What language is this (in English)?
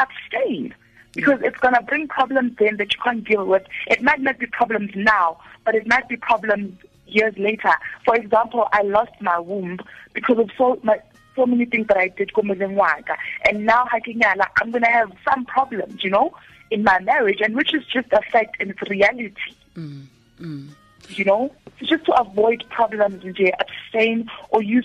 Tswana